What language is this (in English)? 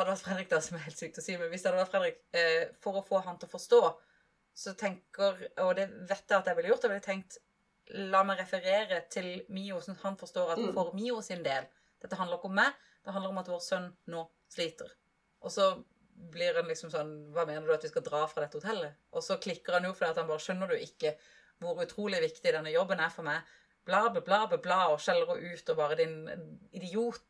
Norwegian